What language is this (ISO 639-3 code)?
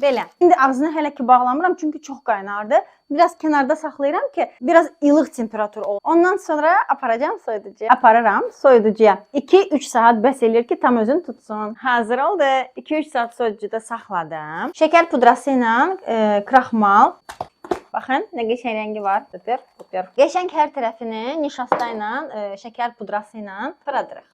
aze